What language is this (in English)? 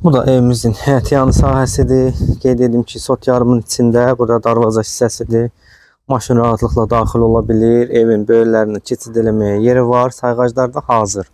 Azerbaijani